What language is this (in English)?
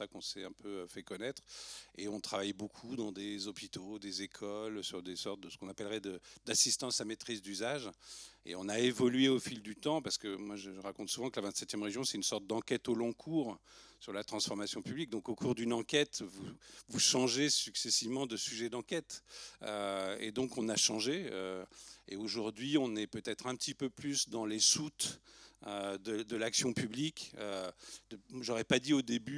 French